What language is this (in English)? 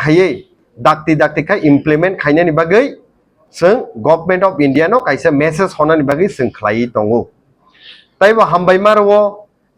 Kok Borok